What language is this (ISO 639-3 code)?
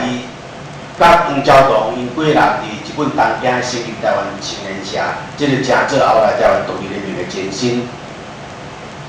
nan